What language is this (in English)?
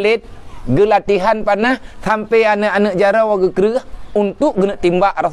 Achinese